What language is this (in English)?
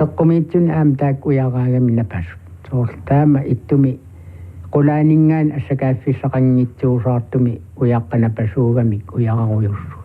Kalaallisut